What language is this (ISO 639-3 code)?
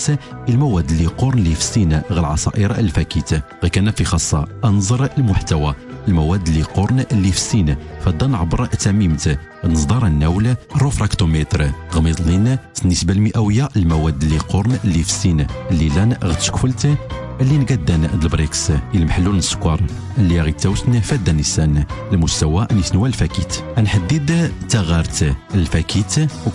ary